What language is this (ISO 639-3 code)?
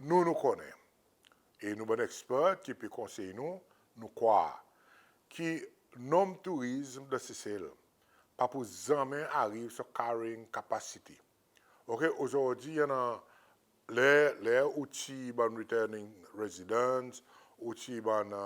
crs